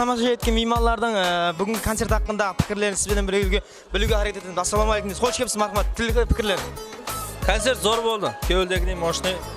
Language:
Kara-Kalpak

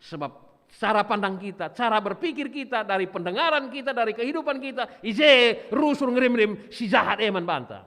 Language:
Batak Karo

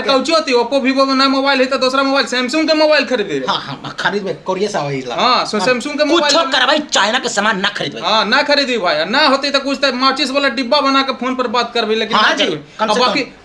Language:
Magahi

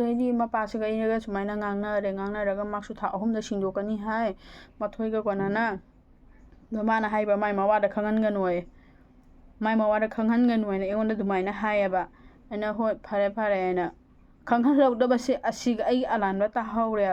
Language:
Manipuri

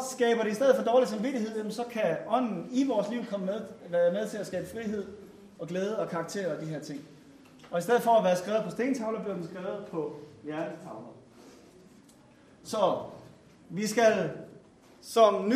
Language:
Danish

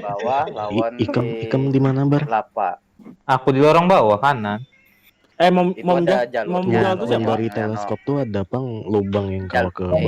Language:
Banjar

